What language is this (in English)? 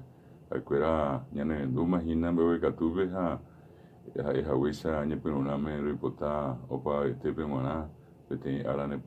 Guarani